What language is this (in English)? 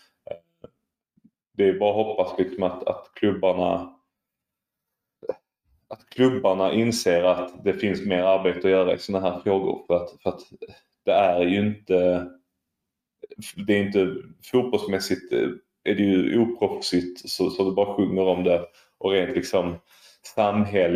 Swedish